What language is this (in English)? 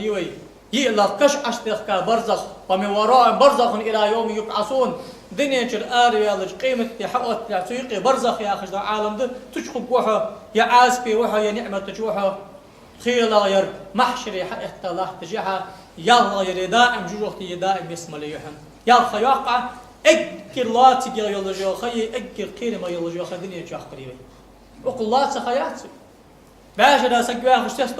Ingush